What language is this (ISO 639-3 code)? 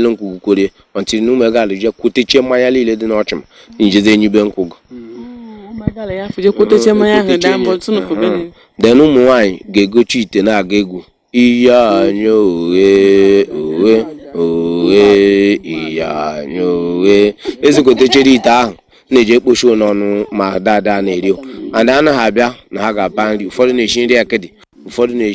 ibo